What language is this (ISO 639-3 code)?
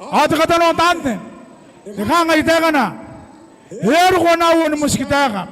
gil